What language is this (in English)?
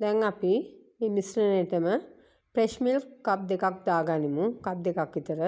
Sinhala